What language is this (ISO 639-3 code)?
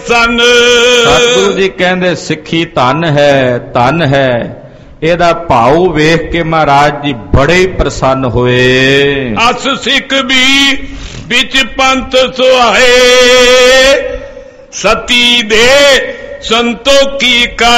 pan